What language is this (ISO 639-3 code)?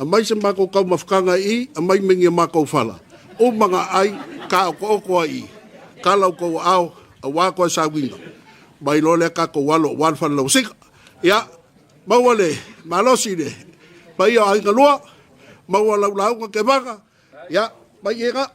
smo